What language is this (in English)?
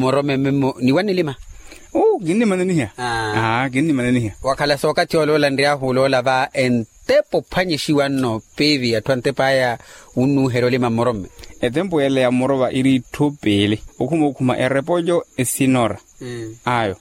Makhuwa